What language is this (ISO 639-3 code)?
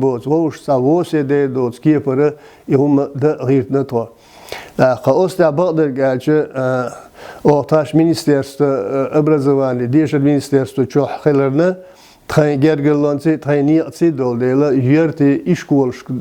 che